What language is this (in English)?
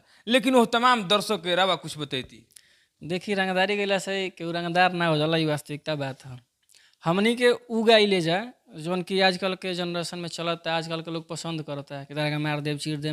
Bhojpuri